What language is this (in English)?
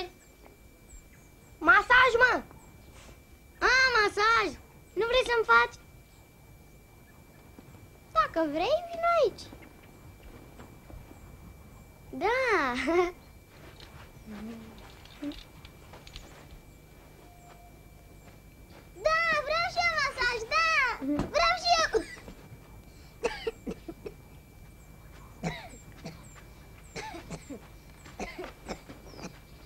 Romanian